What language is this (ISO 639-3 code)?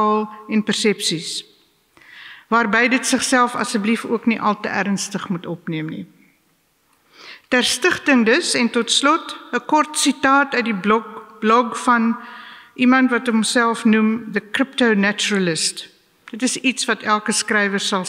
afr